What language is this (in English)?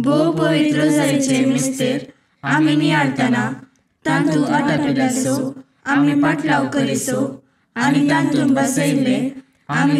Konkani